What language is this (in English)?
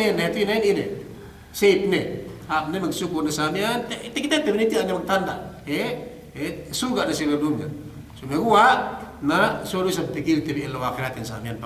Yakan